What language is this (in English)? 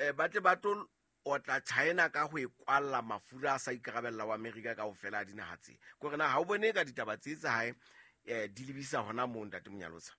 Southern Sotho